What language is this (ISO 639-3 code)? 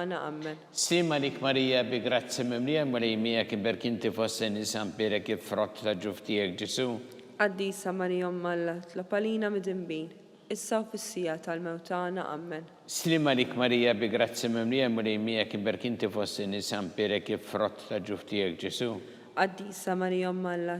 mlt